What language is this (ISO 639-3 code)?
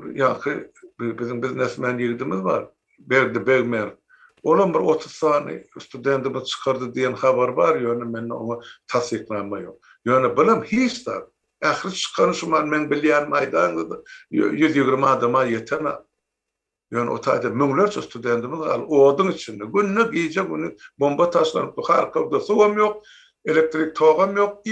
tuk